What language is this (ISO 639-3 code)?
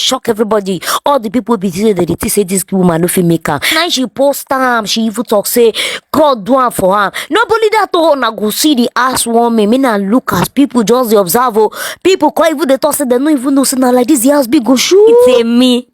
pcm